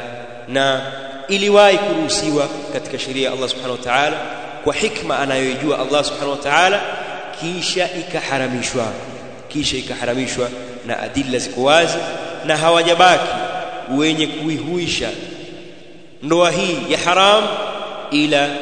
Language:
Swahili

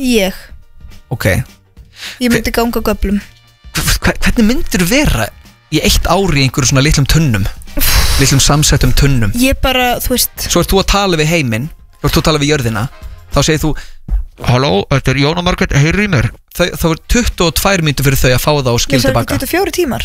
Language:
Icelandic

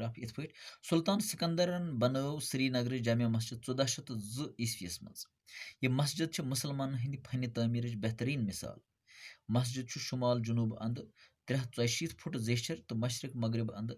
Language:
Kashmiri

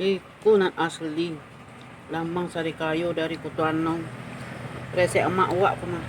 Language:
Minangkabau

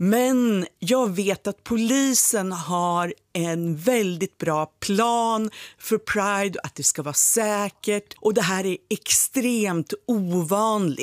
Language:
Swedish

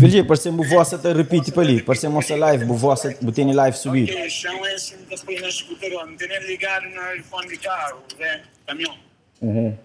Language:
Kabuverdianu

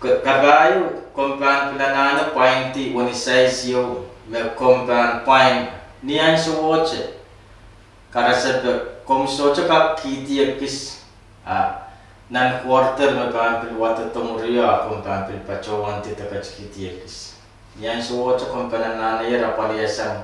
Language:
Pohnpeian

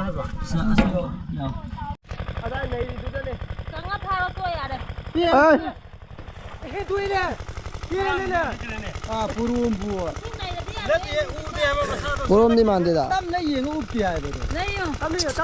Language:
Manipuri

